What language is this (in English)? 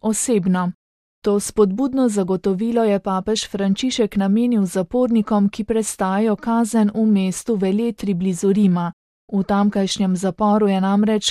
Slovenian